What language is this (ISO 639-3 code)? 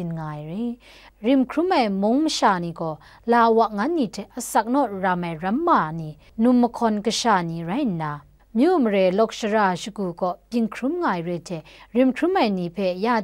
kac